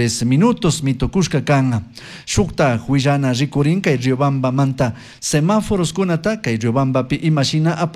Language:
Chimborazo Highland Quichua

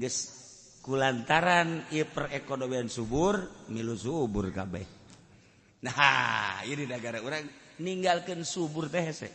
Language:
Sundanese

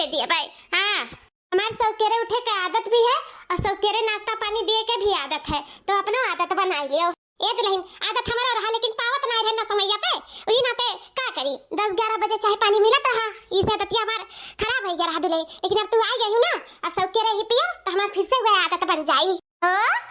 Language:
Awadhi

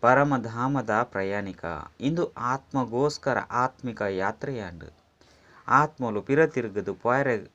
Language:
Tulu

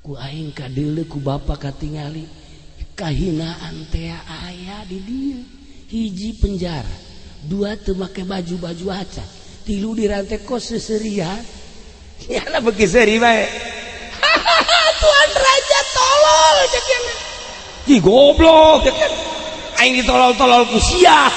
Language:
Sundanese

